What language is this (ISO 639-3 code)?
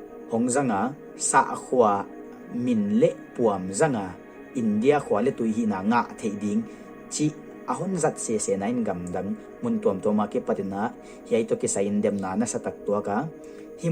pck